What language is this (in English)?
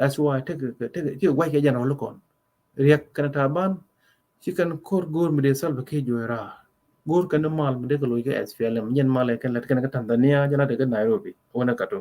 Nuer